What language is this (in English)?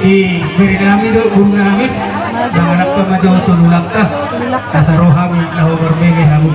Batak Toba